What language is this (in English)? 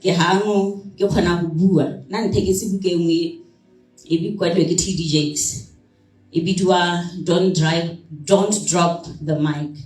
Tswana